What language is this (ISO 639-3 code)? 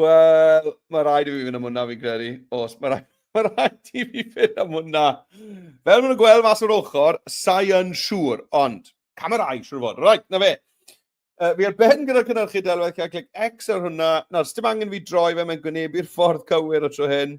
cym